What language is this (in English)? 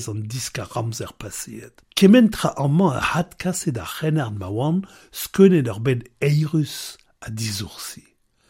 Breton